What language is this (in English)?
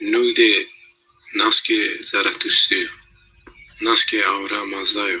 Zaza